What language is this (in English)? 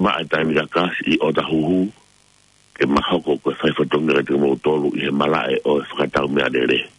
Tongan